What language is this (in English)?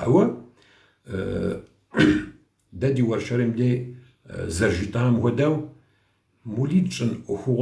Kabardian